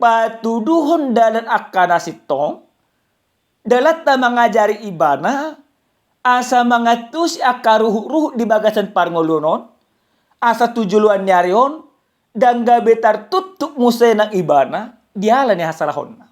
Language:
Batak Toba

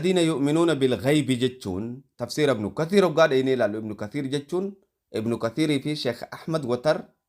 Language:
Oromo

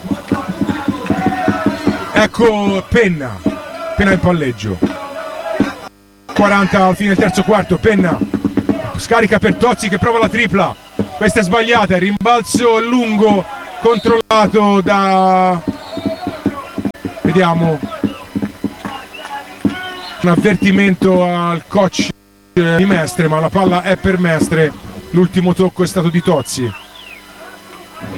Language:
Italian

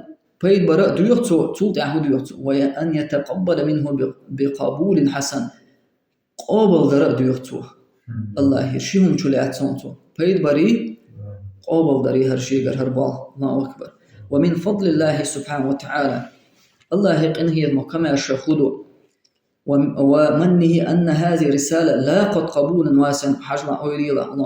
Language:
Chechen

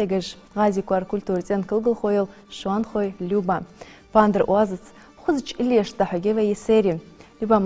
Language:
Ingush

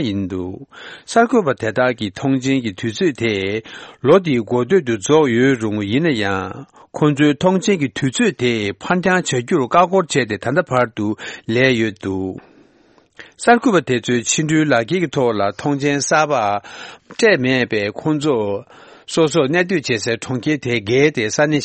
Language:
Tibetan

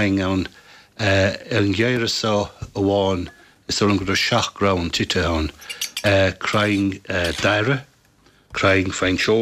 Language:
Irish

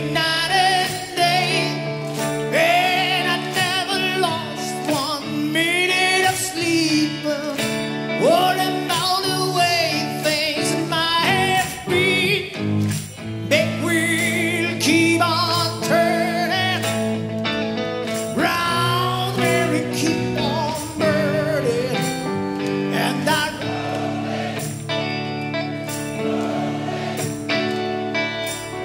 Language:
English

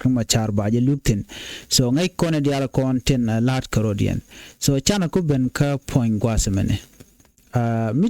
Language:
Nuer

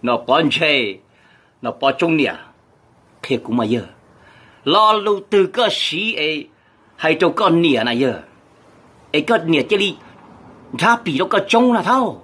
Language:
Hmong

